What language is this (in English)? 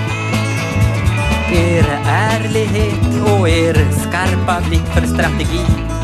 Swedish